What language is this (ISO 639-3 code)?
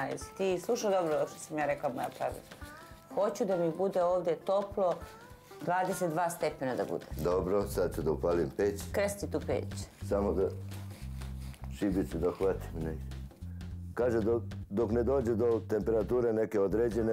srp